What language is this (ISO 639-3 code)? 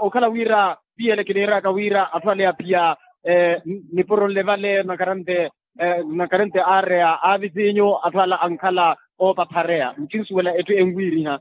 vmw